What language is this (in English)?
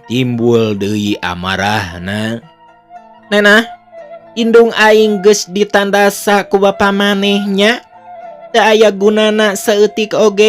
Sundanese